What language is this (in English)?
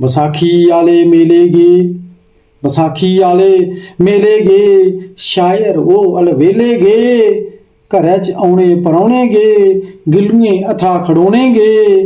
Dogri